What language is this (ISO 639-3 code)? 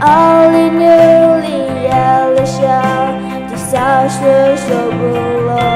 pmx